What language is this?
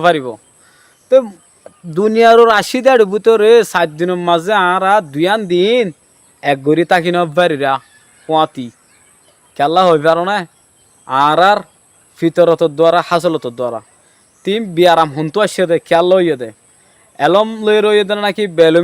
Rohingya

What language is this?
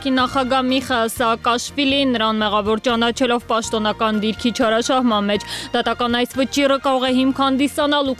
Armenian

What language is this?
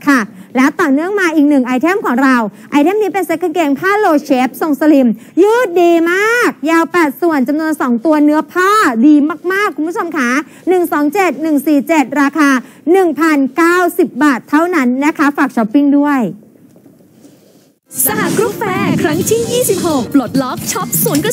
Thai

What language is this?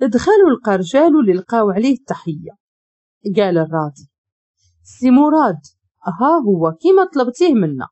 Moroccan Arabic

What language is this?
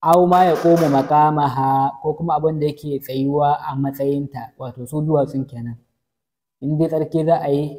Hausa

